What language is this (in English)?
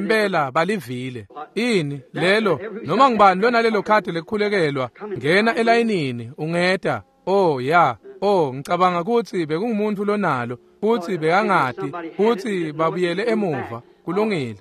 Swati